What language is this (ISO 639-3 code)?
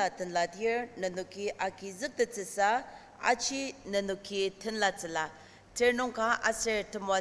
njo